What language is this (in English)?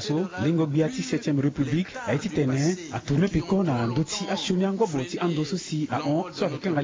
Sango